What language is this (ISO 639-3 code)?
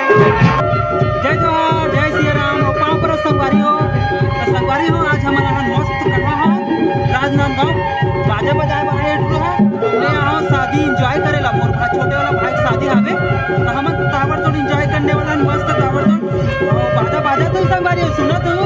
hne